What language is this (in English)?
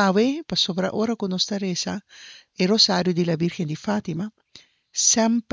Papiamento